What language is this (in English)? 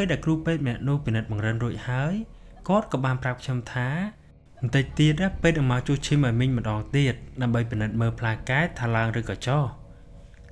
Khmer